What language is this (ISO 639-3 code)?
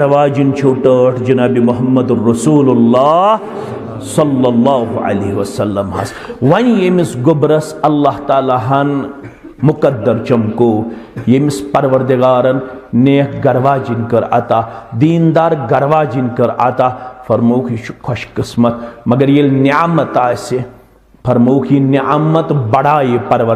kas